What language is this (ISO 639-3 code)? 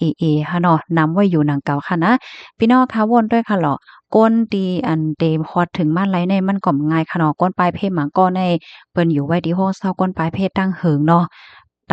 shn